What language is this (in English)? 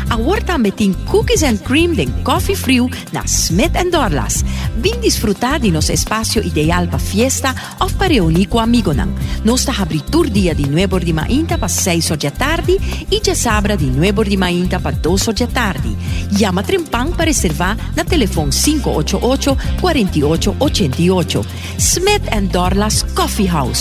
Papiamento